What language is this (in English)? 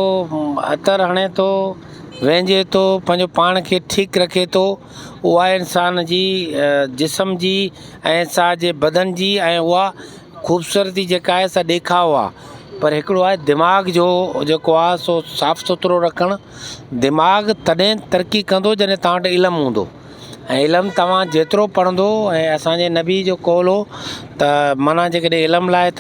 Sindhi